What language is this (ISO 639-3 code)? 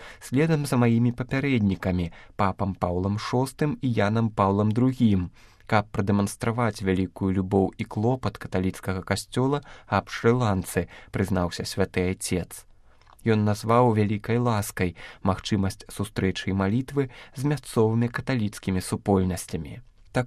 bel